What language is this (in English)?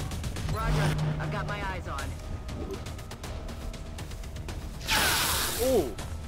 Korean